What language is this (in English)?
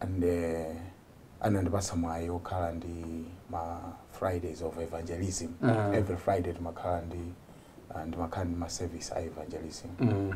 Nyanja